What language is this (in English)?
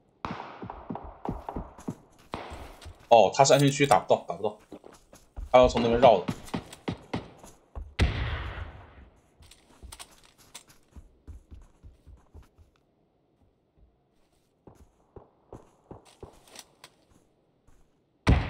Chinese